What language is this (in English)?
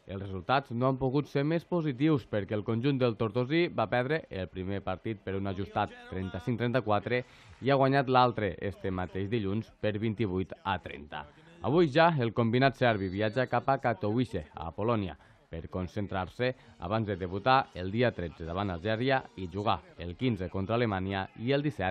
Catalan